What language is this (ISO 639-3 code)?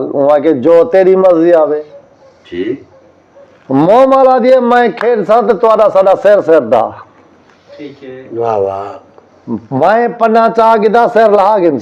skr